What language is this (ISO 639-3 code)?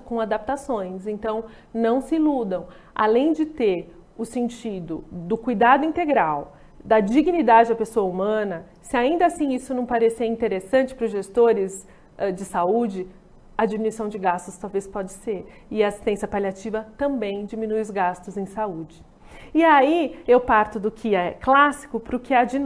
por